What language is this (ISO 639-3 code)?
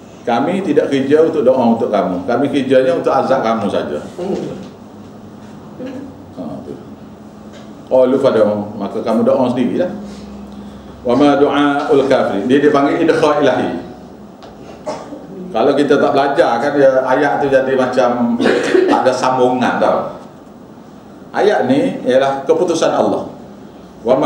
msa